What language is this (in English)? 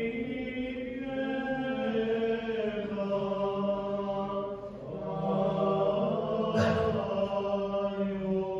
Bosnian